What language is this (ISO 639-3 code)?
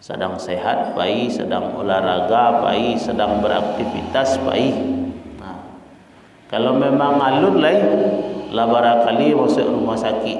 min